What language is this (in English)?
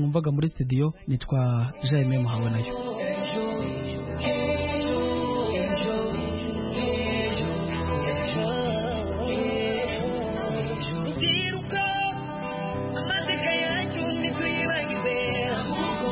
Kinyarwanda